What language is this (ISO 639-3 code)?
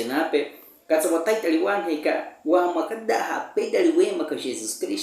bwi